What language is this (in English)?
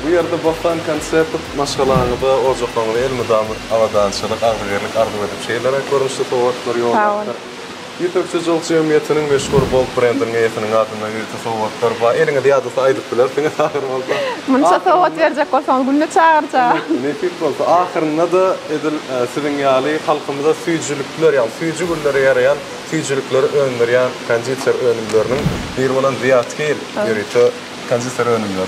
Turkmen